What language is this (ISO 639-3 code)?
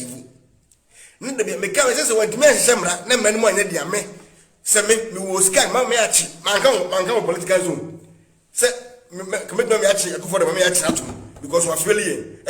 aka